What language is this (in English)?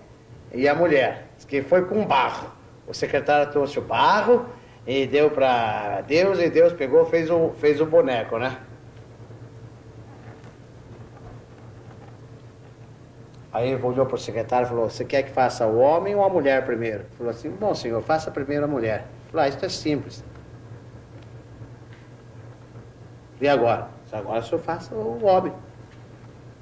Portuguese